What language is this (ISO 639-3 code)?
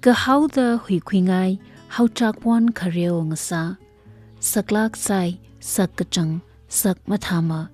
nmf